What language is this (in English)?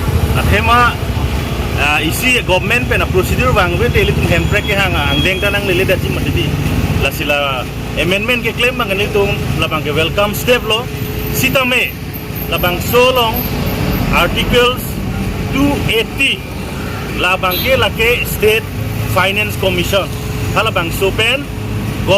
Karbi